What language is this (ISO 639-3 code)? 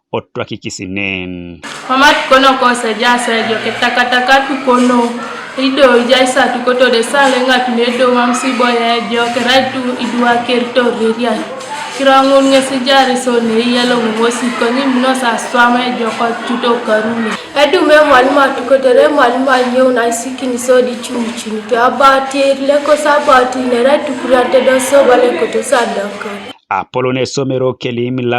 teo